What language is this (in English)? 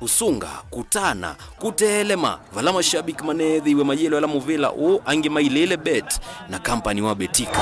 Kamba